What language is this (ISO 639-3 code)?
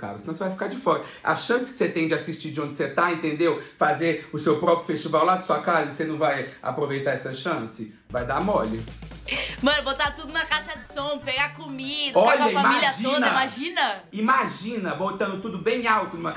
por